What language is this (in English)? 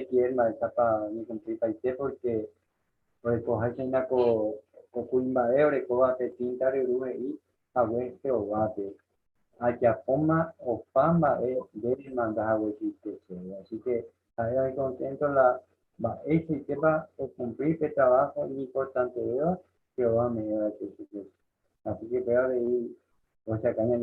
Guarani